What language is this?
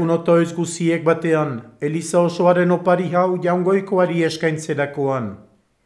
Basque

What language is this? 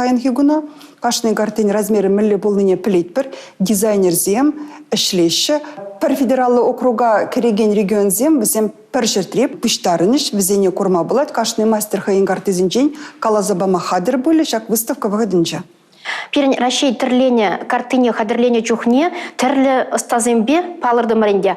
Chuvash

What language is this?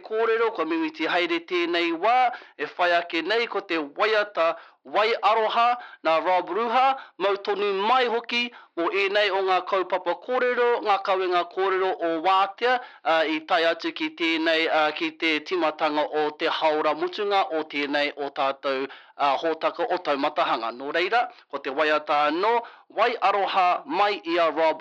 Māori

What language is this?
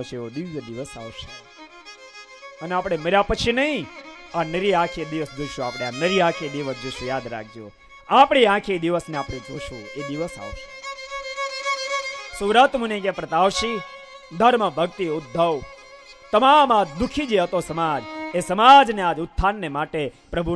Gujarati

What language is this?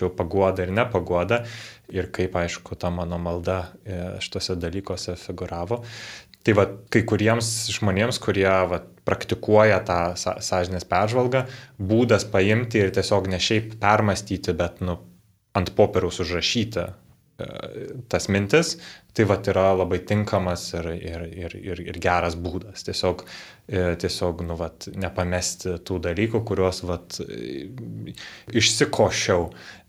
Lithuanian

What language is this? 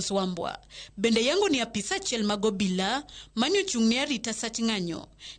Luo (Kenya and Tanzania)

